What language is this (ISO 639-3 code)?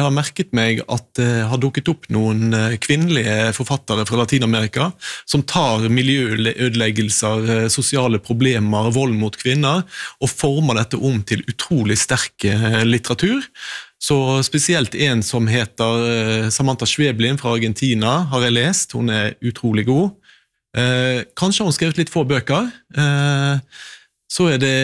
nor